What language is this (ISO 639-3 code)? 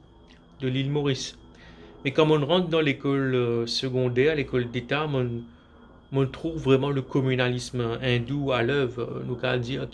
mfe